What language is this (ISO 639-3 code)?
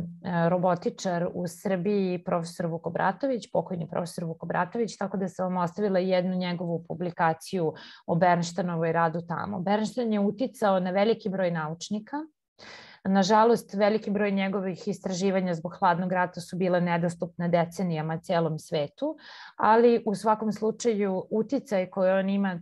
srp